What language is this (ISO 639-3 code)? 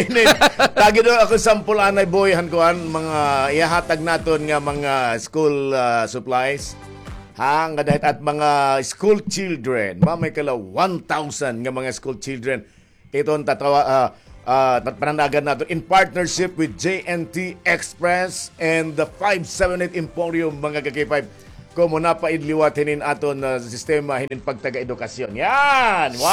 war